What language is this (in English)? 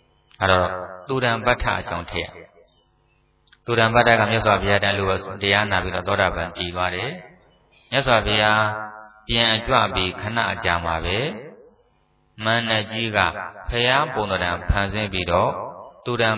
Burmese